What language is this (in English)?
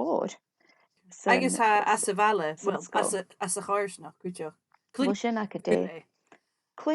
Scottish Gaelic